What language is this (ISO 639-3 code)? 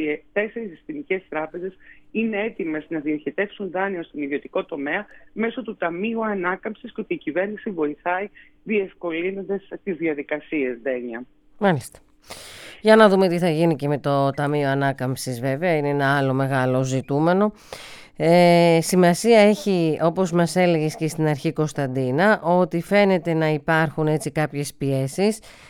ell